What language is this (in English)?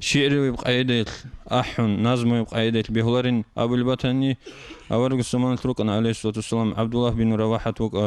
Avaric